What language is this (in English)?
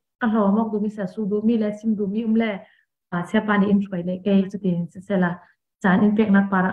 Falam Chin